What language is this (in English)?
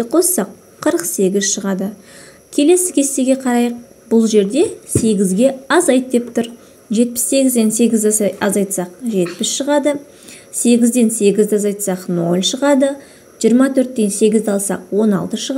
Kazakh